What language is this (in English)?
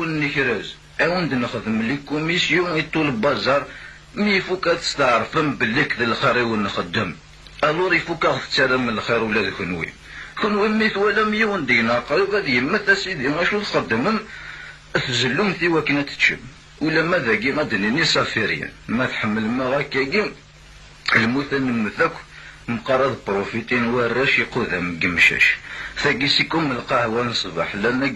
Kabyle